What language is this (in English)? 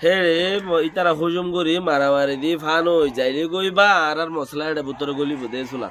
Rohingya